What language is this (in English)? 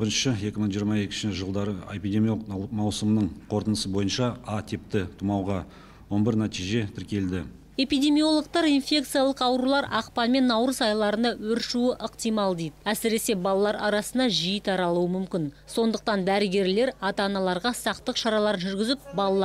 Kazakh